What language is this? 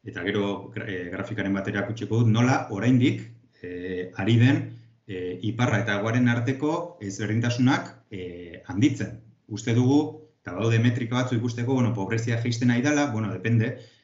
Basque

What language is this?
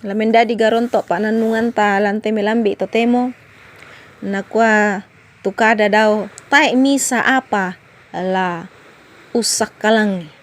Toraja-Sa'dan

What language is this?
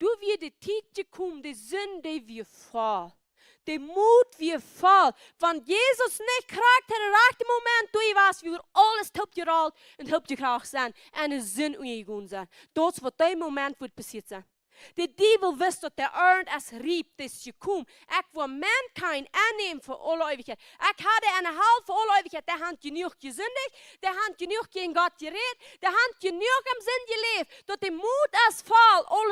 Plautdietsch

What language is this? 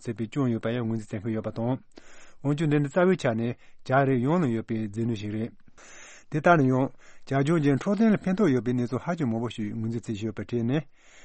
Tibetan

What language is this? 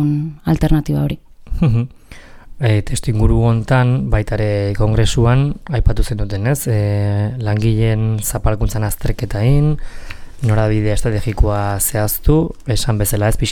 Basque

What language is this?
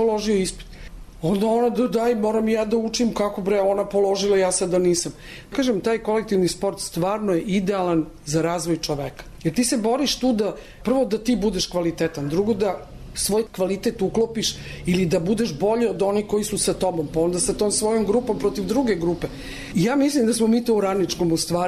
Serbian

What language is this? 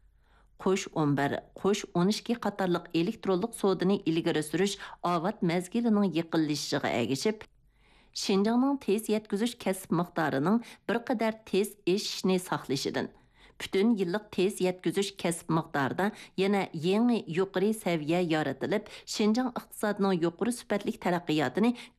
Uyghur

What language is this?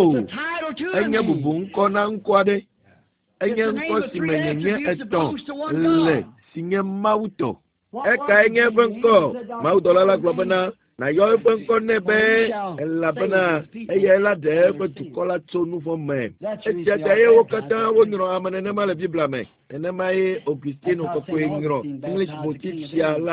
Ewe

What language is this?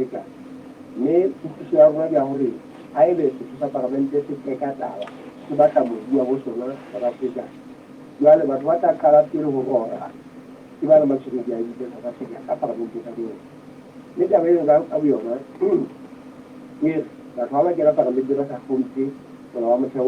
Southern Sotho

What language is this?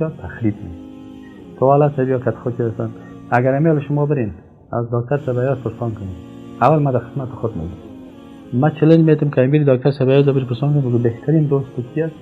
Persian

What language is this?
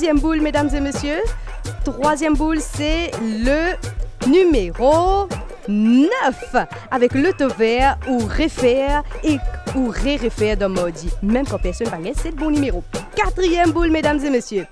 Morisyen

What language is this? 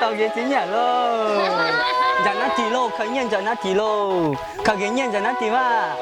Hmong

